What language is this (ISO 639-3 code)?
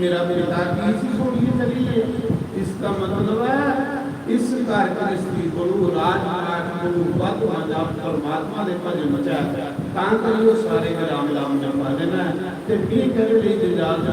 doi